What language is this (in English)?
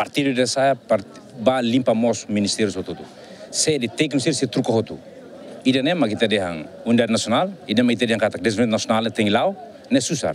Tetum